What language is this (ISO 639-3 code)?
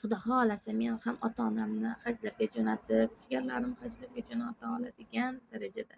uzb